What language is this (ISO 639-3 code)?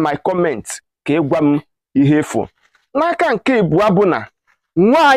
ibo